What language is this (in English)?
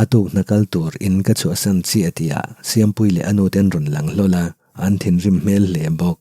Mizo